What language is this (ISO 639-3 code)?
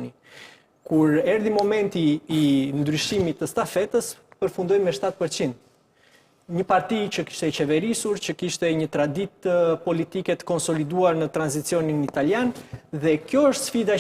sqi